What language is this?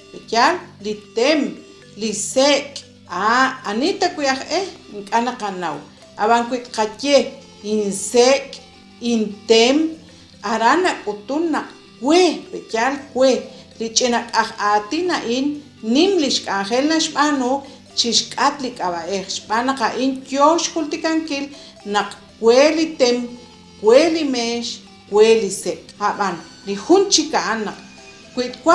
Kekchí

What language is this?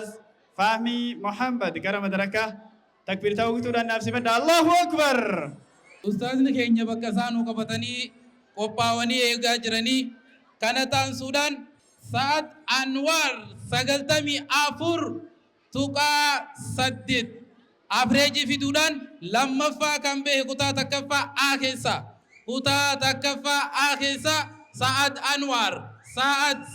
Oromo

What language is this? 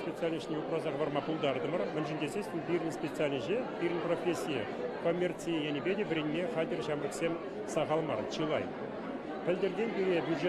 Chuvash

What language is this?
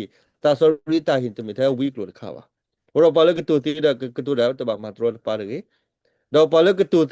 S'gaw Karen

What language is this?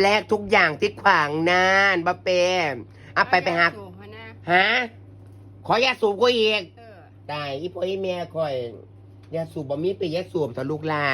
Northeastern Thai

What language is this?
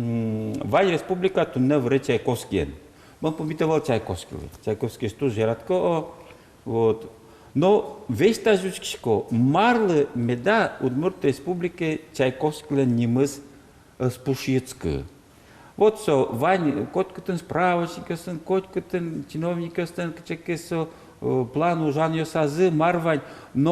Udmurt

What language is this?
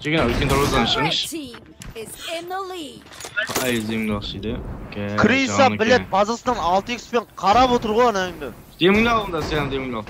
Kara-Kalpak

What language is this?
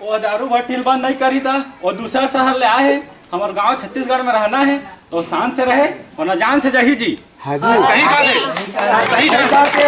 Chhattisgarhi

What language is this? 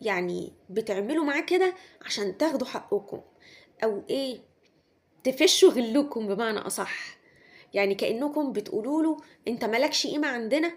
Egyptian Arabic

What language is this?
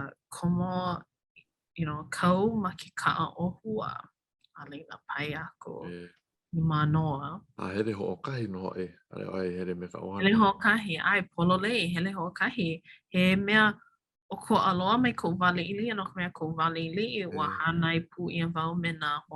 Hawaiian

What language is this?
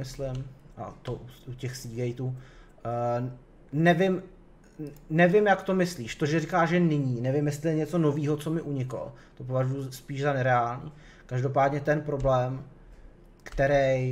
Czech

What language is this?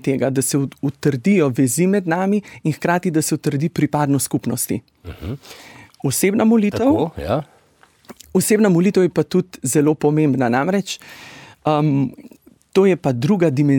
Slovenian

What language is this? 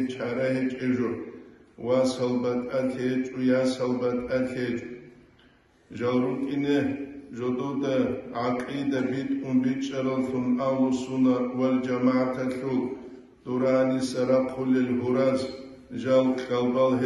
Avaric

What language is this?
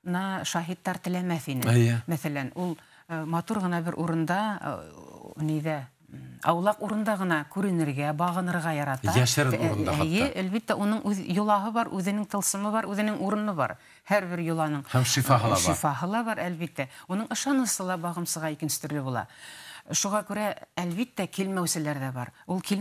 Bashkir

